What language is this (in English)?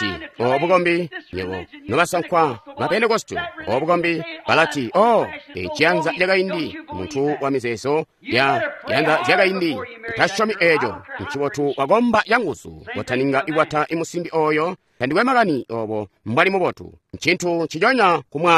Tonga (Zambia)